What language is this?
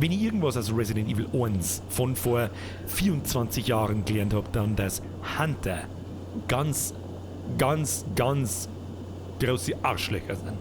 Bavarian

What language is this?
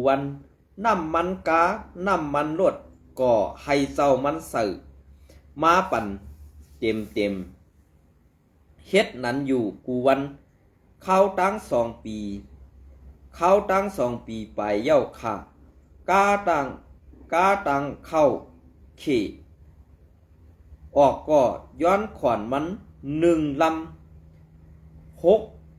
Shan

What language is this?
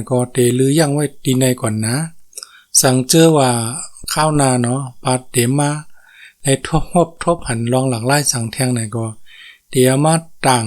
Shan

